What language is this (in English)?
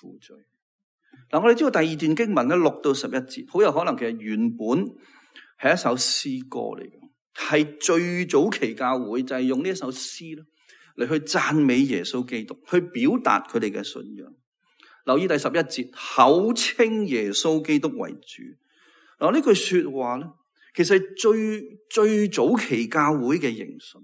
Cantonese